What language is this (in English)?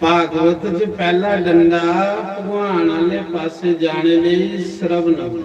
Dogri